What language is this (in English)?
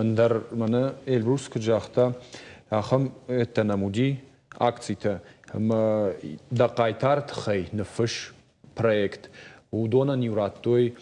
Ossetic